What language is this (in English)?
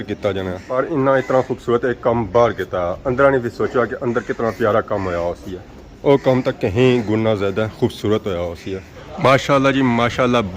Pahari-Potwari